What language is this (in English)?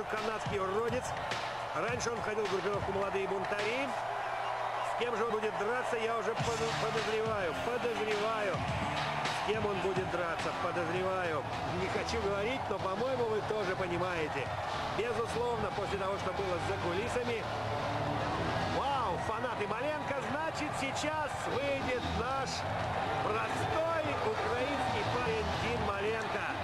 Russian